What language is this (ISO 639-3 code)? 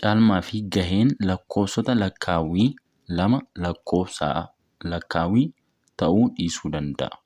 orm